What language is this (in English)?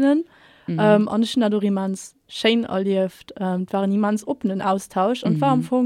Luxembourgish